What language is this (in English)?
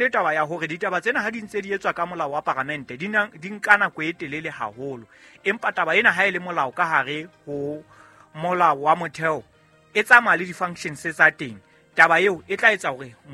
Southern Sotho